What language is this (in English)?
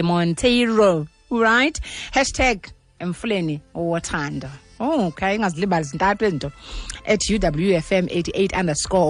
Xhosa